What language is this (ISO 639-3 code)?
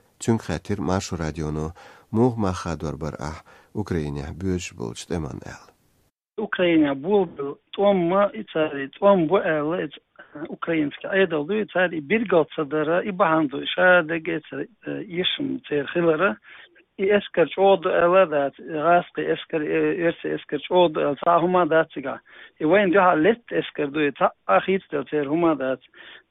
che